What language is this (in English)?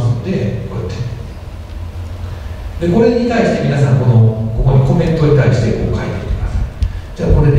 Japanese